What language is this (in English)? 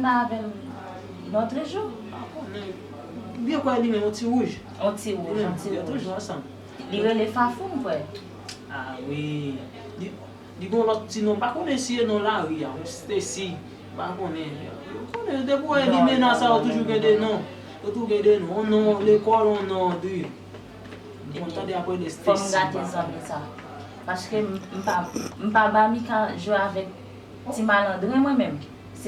Haitian Creole